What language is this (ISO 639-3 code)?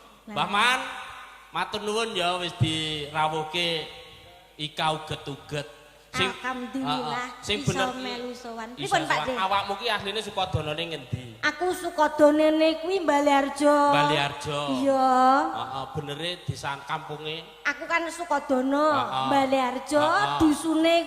jav